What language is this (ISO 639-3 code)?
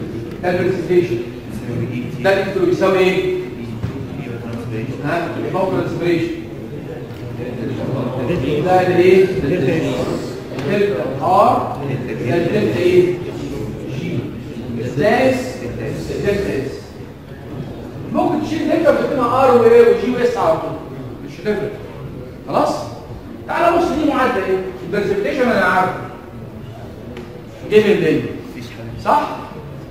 arz